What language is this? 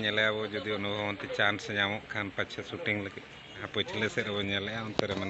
Santali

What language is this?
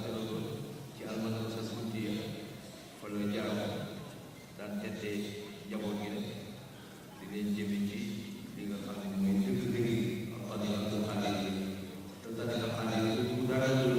Wolof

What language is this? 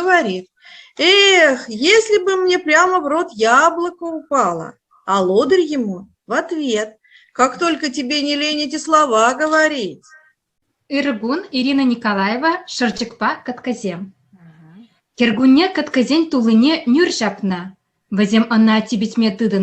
Chuvash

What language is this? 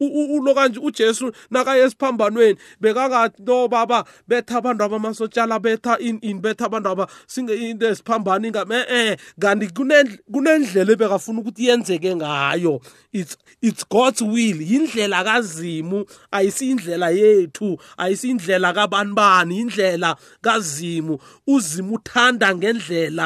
South Ndebele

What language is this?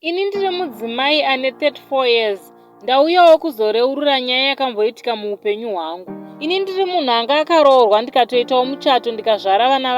Shona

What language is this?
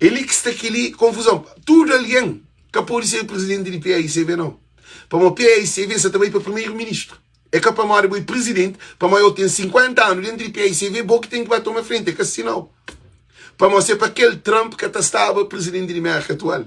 Kabuverdianu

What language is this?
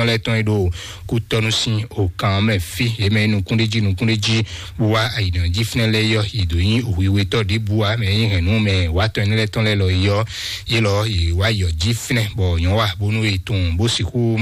Fon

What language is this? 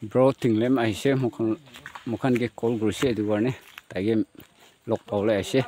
Naga Pidgin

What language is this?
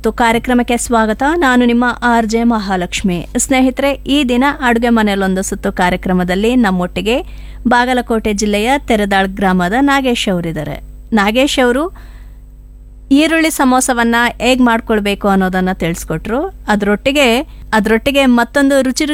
Kannada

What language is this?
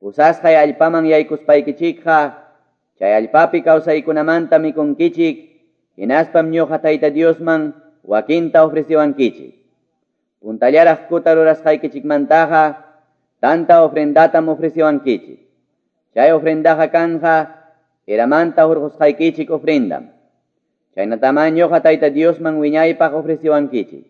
Quechua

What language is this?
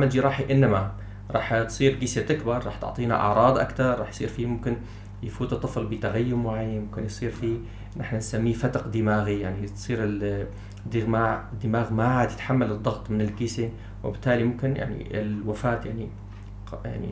North Levantine Arabic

